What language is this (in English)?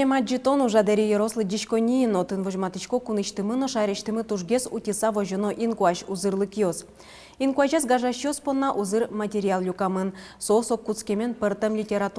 Udmurt